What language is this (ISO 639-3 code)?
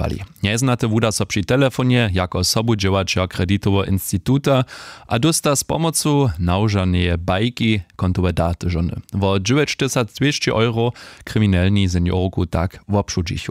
hsb